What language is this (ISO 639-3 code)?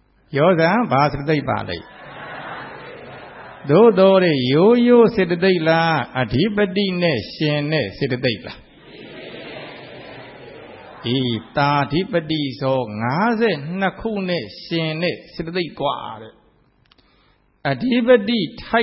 mya